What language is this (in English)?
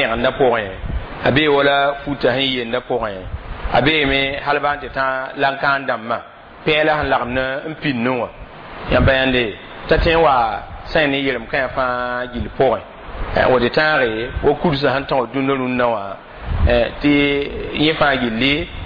Mossi